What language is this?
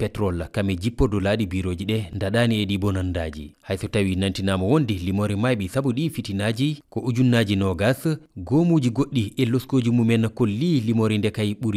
Fula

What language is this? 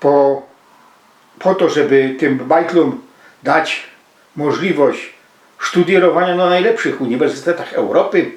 Silesian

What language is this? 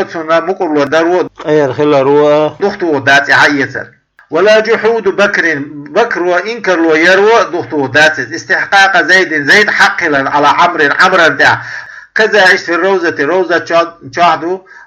Chechen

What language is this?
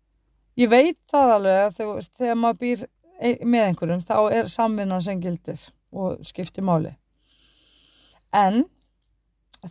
Icelandic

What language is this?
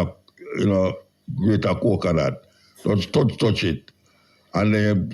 Jamaican Creole English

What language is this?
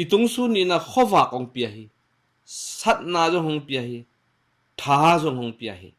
Tedim Chin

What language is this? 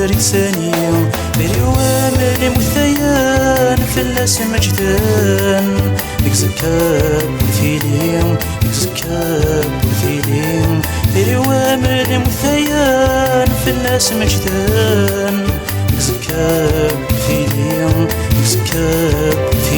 Kabyle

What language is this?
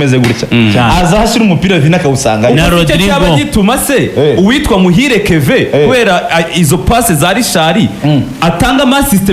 Kinyarwanda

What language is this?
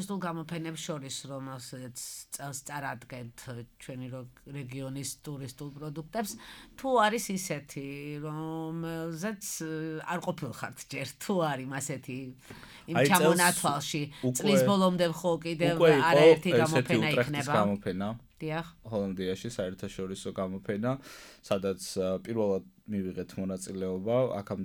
Georgian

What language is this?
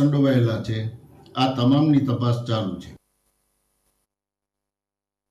Gujarati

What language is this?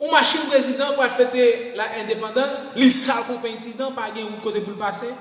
Haitian Creole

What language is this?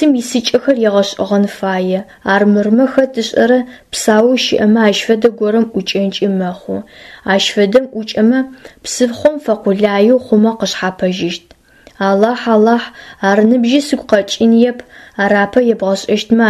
Adyghe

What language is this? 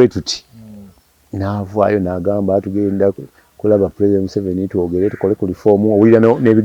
Ganda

